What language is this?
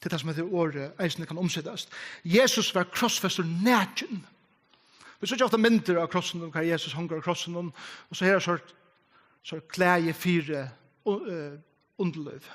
Faroese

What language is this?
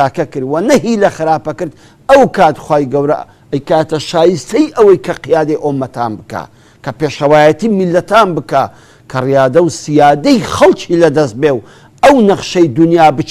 Central Kurdish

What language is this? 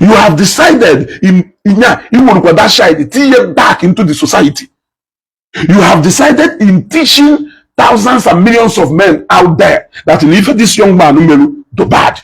Igbo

